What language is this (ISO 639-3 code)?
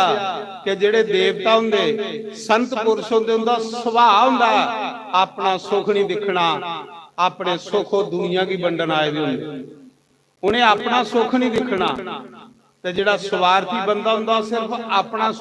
doi